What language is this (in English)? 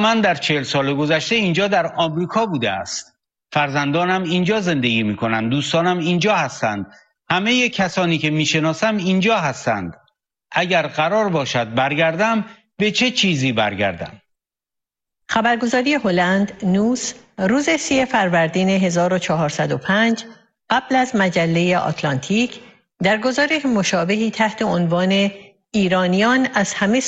Persian